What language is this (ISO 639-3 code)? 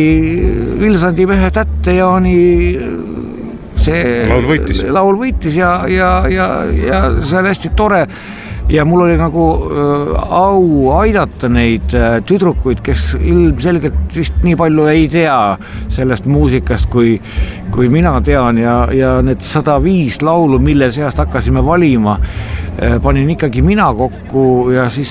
est